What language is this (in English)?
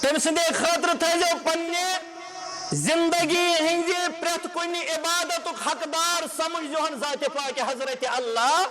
Kashmiri